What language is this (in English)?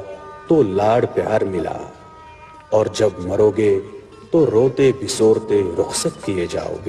Kashmiri